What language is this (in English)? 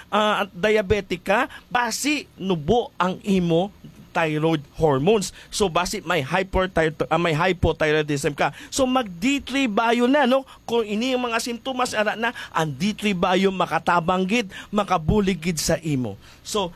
Hiligaynon